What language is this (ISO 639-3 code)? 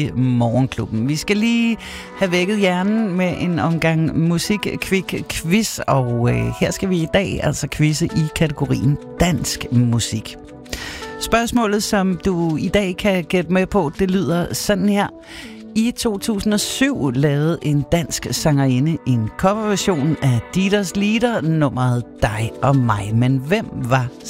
dan